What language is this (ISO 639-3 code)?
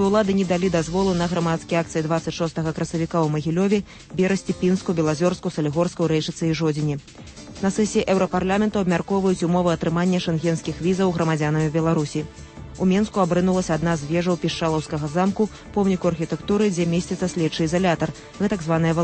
bel